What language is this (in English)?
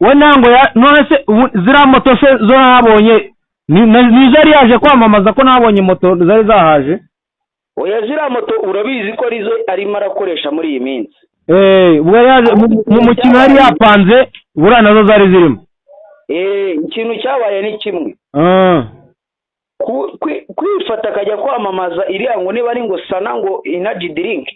Kinyarwanda